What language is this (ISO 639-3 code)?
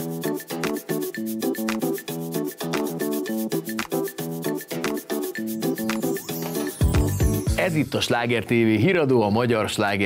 hun